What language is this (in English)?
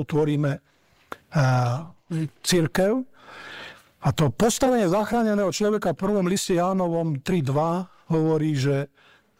Slovak